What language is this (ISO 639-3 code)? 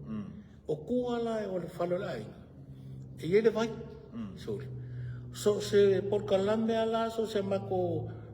smo